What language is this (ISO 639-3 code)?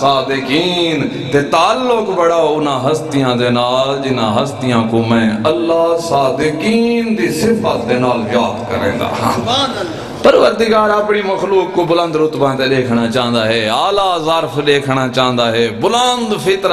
skr